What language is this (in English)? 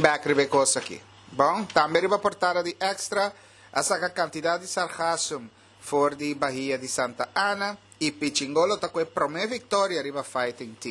Papiamento